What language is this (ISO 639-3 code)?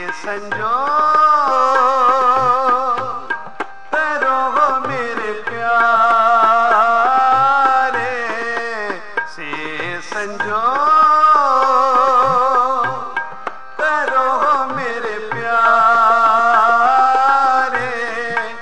pan